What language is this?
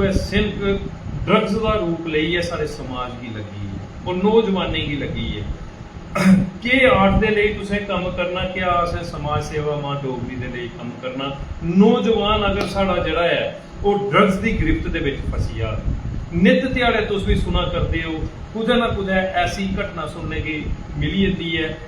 Dogri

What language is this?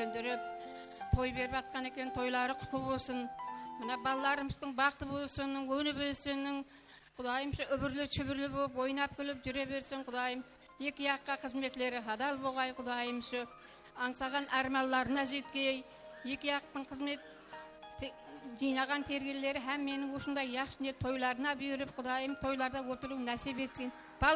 Kara-Kalpak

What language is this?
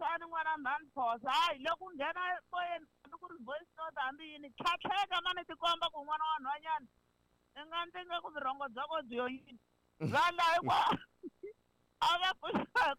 Tsonga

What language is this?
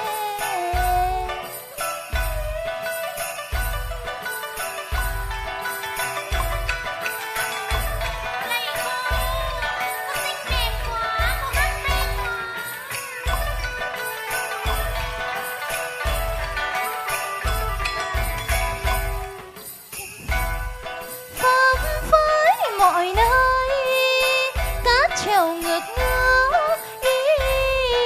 Vietnamese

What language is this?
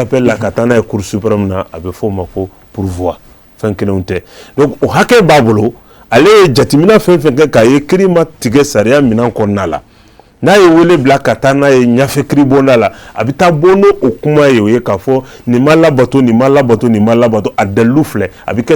Bambara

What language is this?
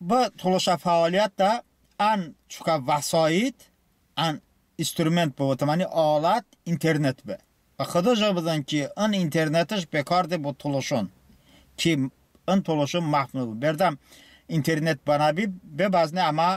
Talysh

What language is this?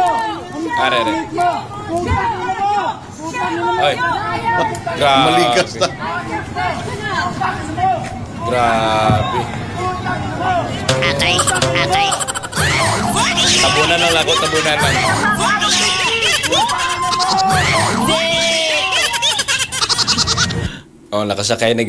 Filipino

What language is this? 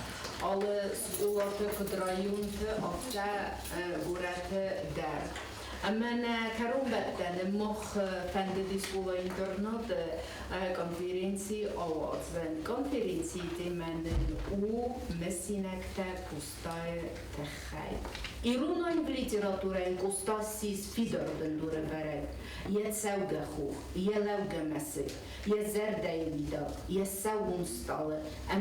Ossetic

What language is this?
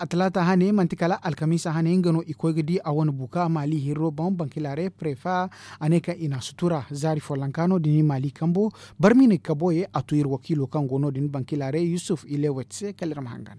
Zarma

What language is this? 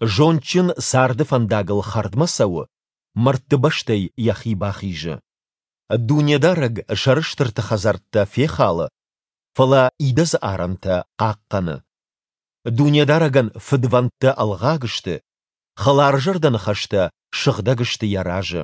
Ossetic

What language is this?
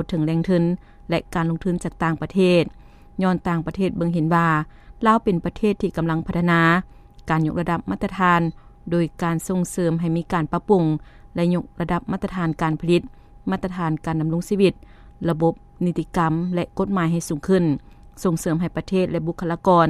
Lao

